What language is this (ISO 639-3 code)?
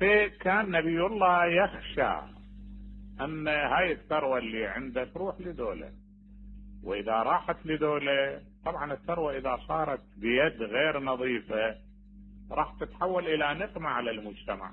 acm